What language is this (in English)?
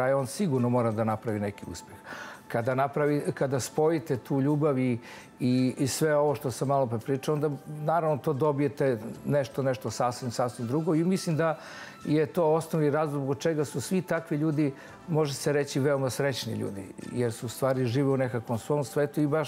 Serbian